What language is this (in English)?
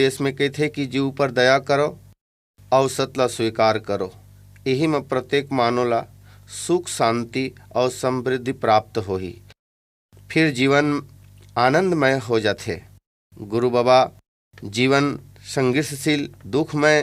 Chhattisgarhi